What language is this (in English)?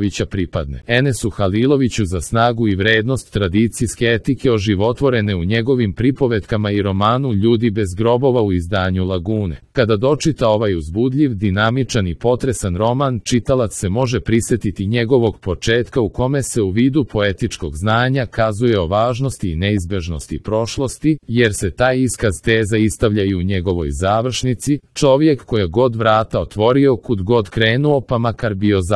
Serbian